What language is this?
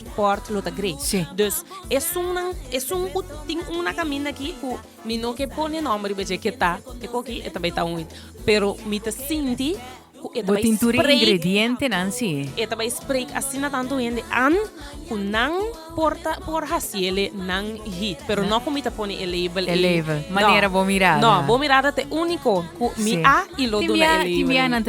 Papiamento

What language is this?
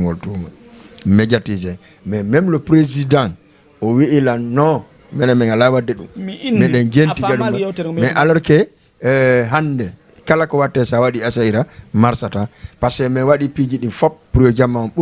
Fula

